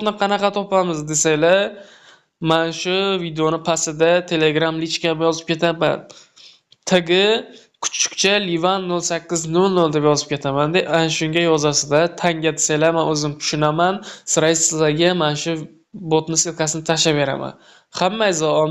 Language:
Uzbek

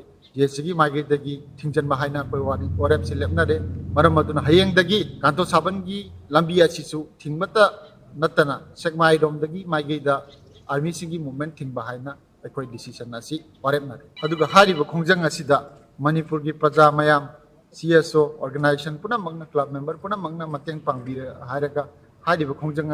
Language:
Manipuri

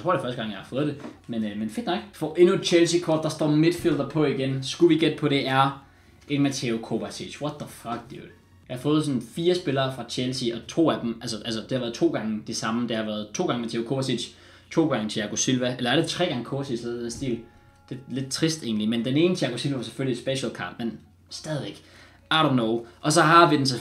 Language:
Danish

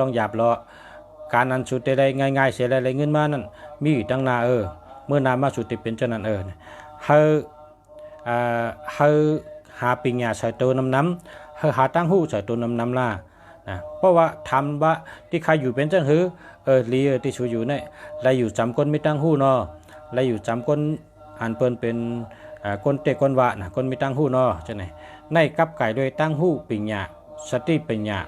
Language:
Shan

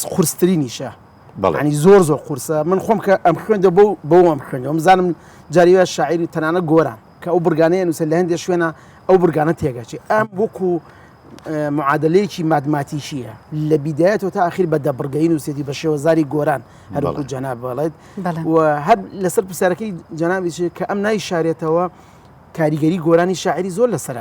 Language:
Central Kurdish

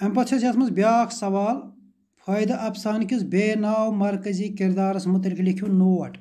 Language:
Kashmiri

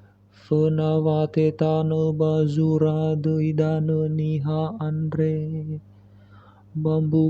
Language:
Nias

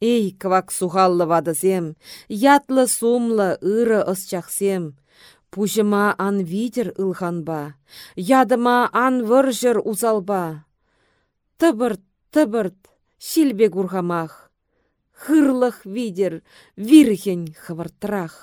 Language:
Chuvash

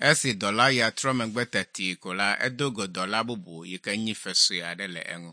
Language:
Ewe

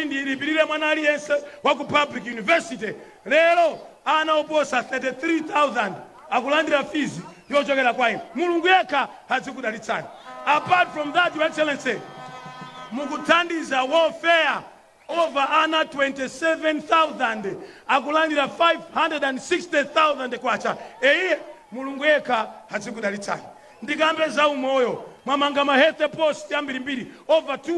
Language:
Nyanja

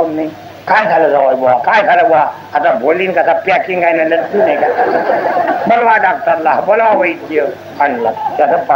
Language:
Marathi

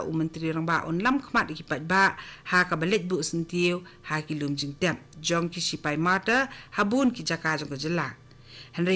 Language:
Khasi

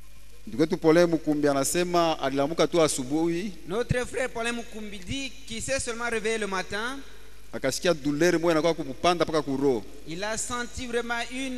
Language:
Swahili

